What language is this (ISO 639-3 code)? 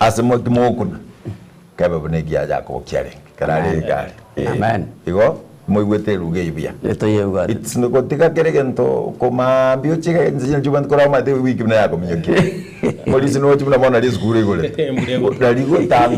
guz